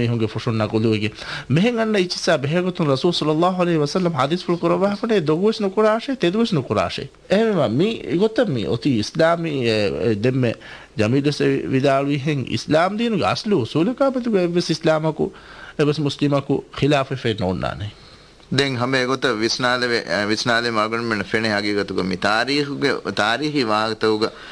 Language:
Divehi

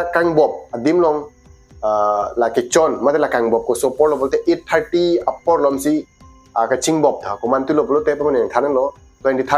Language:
Karbi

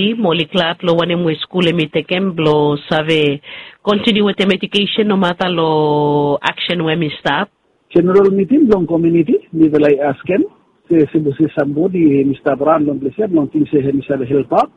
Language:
Bislama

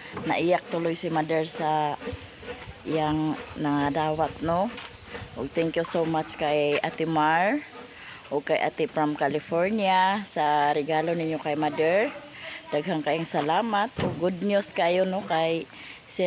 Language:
Cebuano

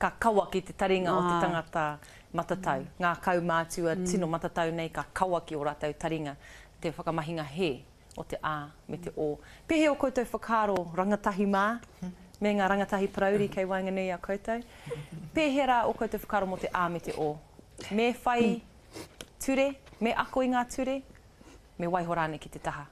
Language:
Māori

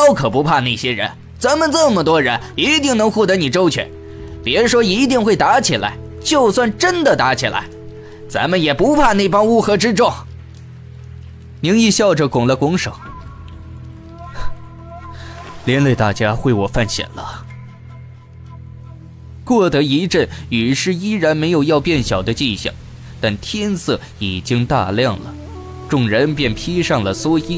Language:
Chinese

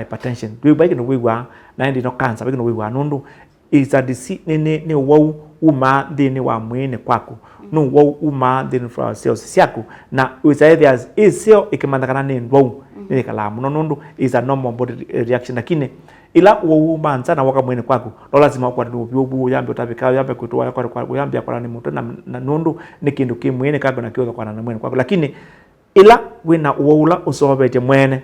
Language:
Kamba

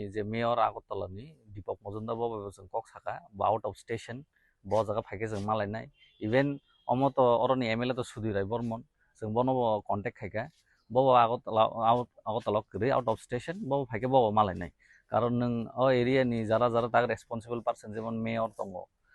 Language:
Kok Borok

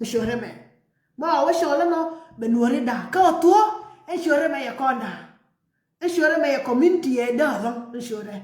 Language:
Nuer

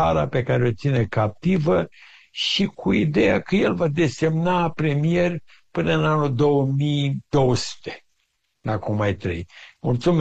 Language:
Romanian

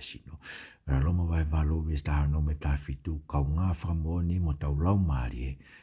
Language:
Tongan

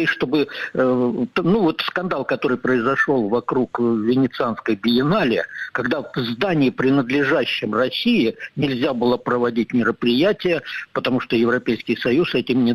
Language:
Russian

